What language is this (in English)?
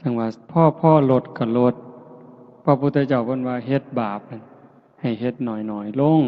Northeastern Thai